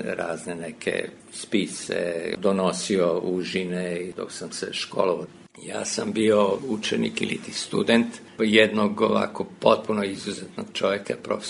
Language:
Serbian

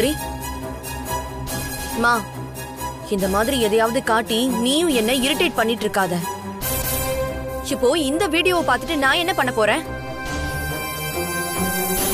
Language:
Tamil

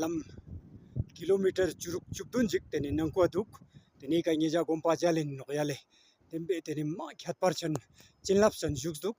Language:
Ladakhi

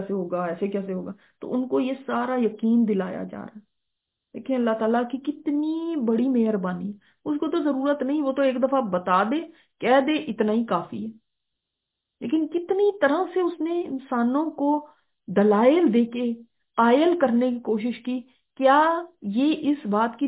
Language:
Urdu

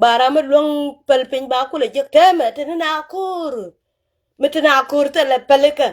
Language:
Nuer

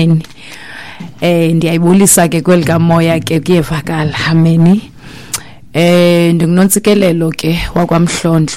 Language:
Xhosa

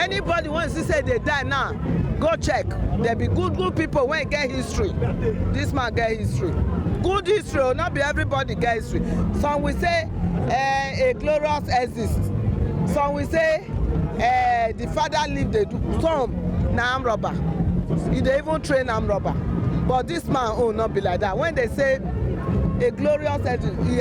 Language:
Nigerian Pidgin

